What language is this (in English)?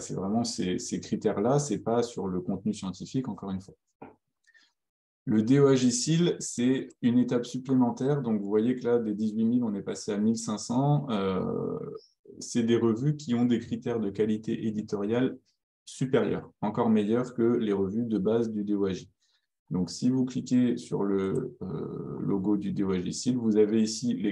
French